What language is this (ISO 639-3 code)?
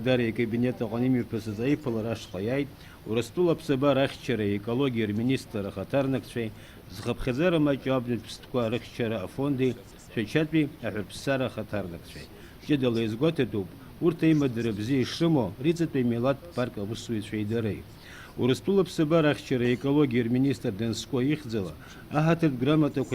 abk